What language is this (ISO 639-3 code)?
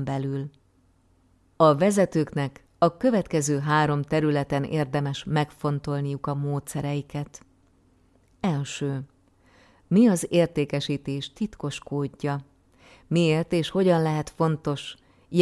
hun